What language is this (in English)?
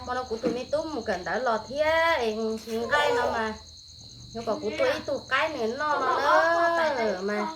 Hmong